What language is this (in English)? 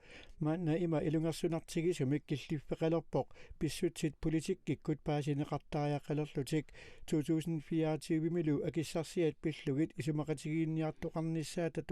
Kalaallisut